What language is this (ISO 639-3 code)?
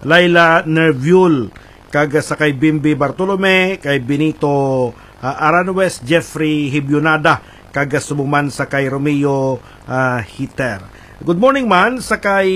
hil